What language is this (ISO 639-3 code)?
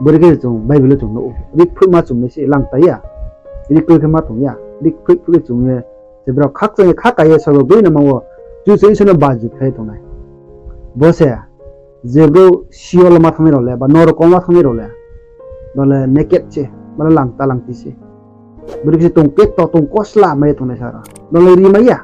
ria